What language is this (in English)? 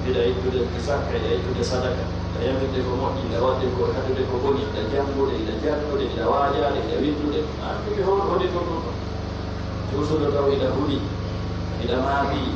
Pular